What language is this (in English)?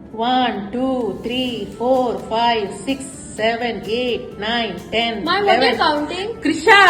Konkani